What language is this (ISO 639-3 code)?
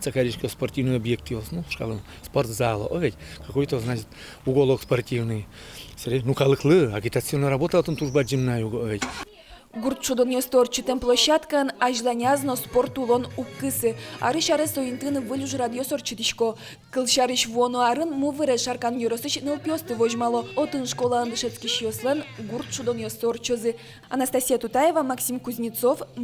udm